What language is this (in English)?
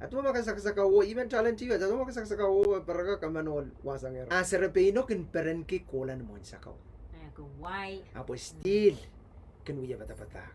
Pohnpeian